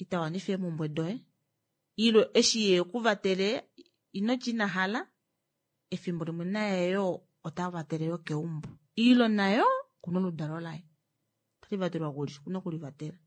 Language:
Kuanyama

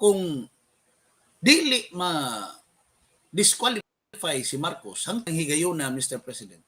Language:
Cebuano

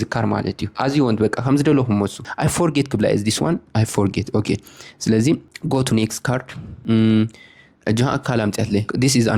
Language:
Tigrinya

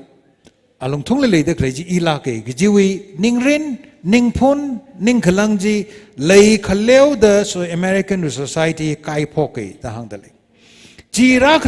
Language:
Tangkhul Naga (India)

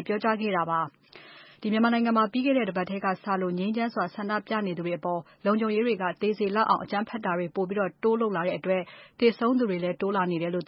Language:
Burmese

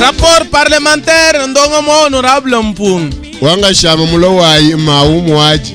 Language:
Luba-Lulua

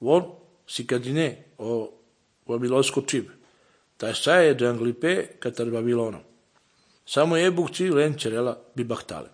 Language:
Slovenian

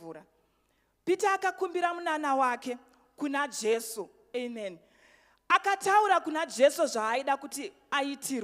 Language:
Shona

